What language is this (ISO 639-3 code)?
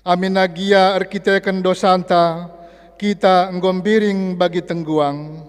btx